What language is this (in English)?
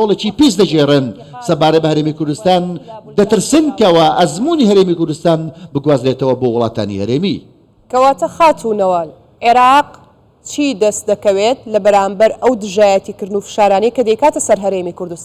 Central Kurdish